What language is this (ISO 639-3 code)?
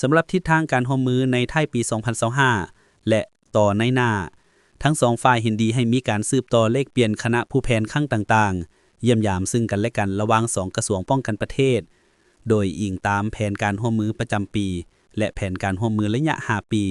lao